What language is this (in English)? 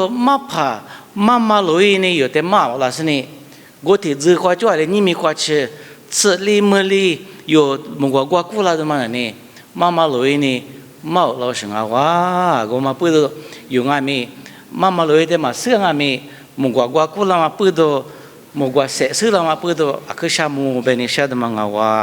Lisu